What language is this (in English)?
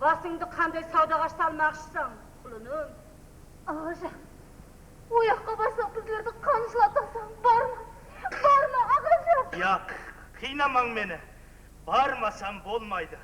Kara-Kalpak